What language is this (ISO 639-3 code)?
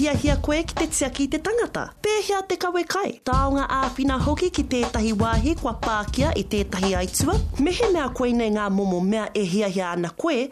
mri